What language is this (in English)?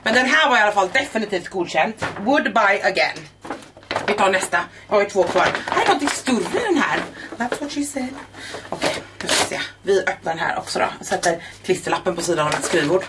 Swedish